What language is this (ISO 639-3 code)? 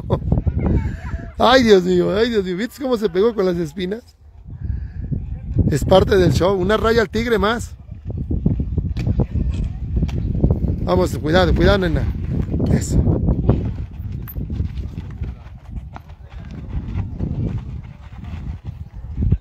spa